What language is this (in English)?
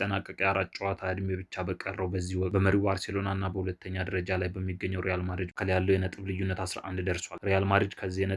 Amharic